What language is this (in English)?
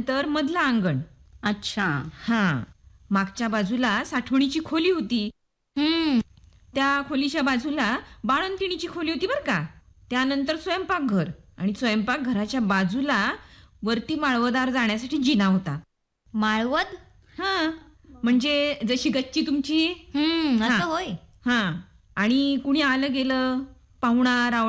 Marathi